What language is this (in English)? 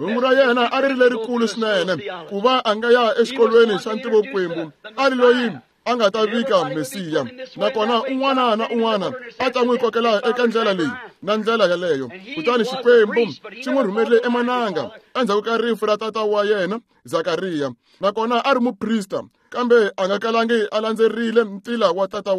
Tsonga